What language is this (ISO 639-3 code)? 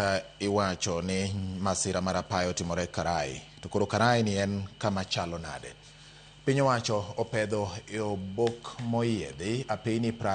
luo